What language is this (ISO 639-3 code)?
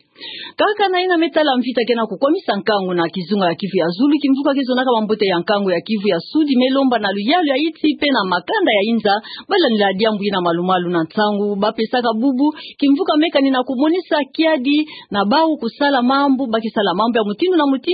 ktu